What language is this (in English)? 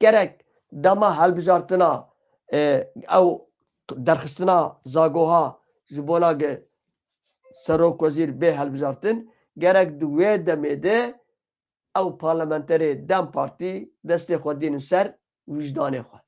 Kurdish